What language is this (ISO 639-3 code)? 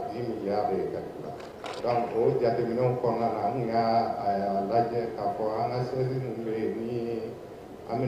bam